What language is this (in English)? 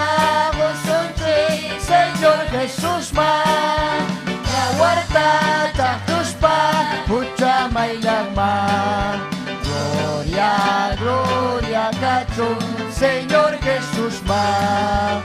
Ayacucho Quechua